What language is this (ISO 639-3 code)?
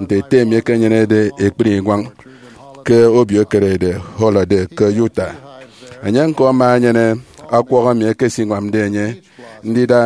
efi